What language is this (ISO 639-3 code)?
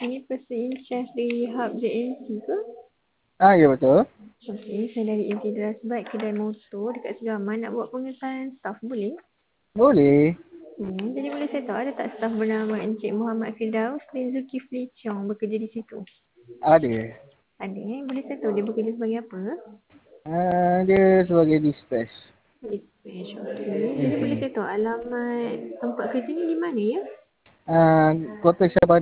msa